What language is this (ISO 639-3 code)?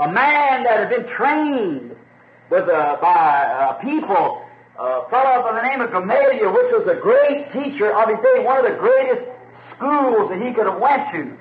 vmw